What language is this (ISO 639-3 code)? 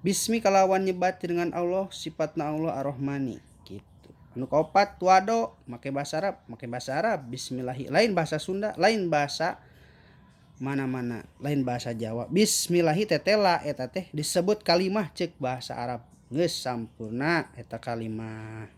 sun